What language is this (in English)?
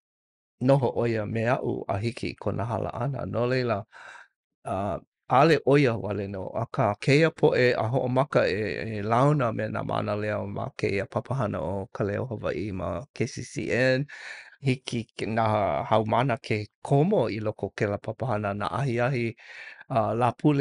Hawaiian